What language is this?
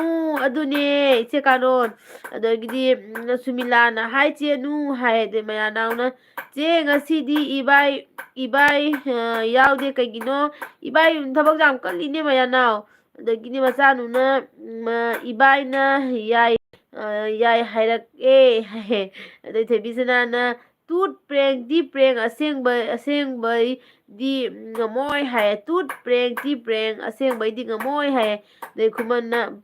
Manipuri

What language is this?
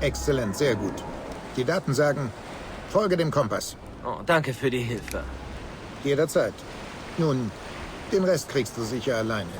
Bavarian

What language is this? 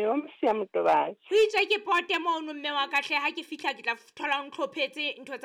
Southern Sotho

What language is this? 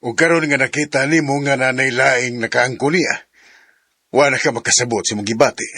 Cebuano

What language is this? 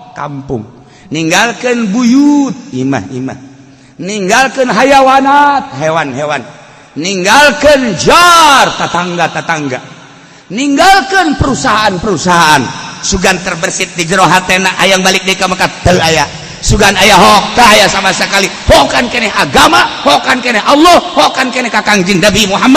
Sundanese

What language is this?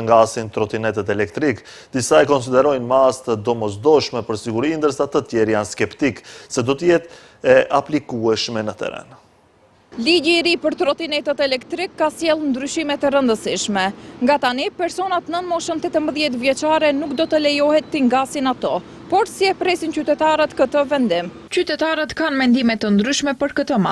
Albanian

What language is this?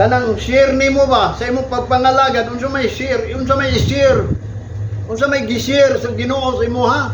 Cebuano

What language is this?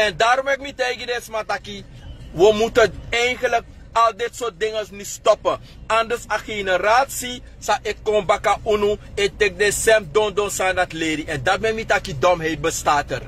Sranan Tongo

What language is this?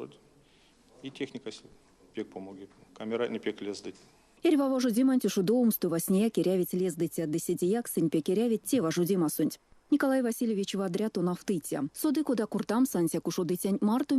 Erzya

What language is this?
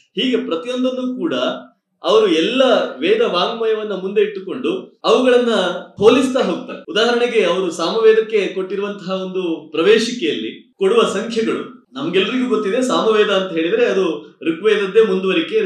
Kannada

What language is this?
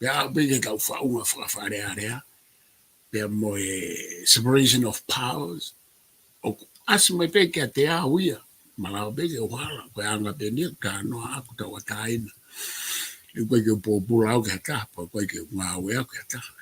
Tongan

